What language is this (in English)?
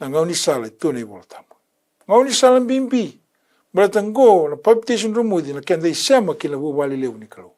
Fijian